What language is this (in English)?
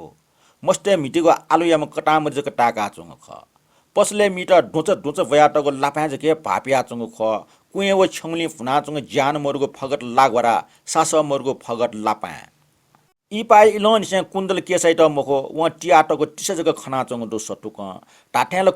Newari